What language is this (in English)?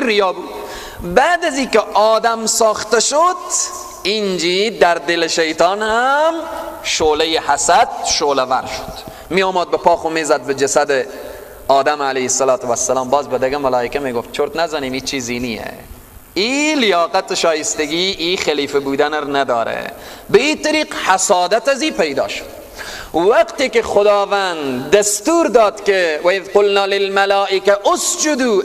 Persian